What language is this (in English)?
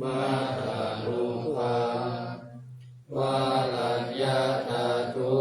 Pali